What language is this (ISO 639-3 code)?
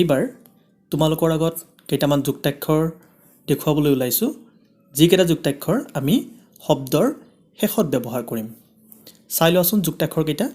asm